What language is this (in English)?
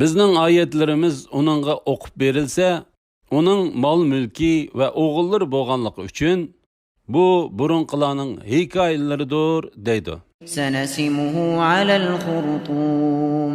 Uyghur